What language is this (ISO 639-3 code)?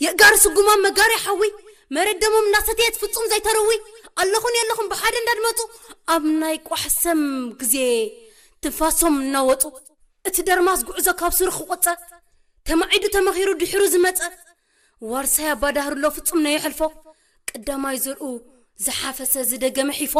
tir